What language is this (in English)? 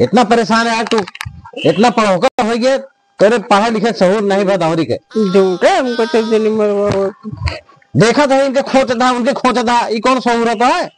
Awadhi